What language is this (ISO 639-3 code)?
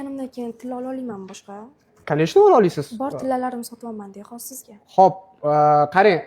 uzb